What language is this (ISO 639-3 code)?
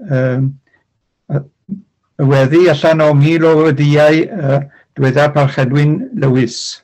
cym